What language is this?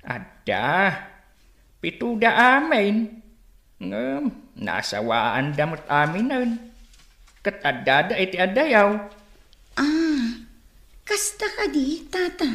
Iloko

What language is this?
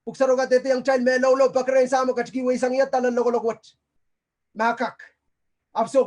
Pohnpeian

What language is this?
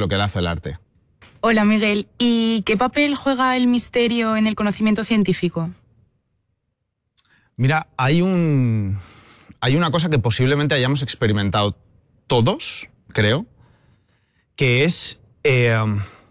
Spanish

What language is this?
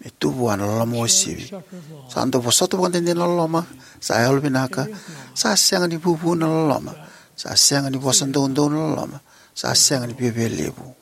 Fijian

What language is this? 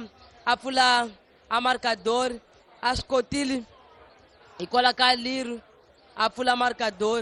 Tsonga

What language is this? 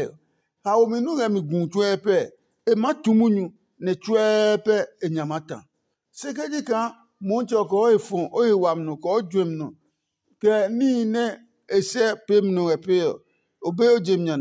Adangme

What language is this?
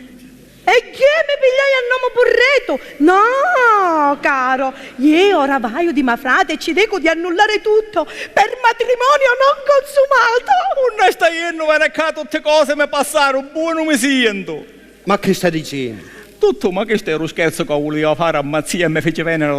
Sicilian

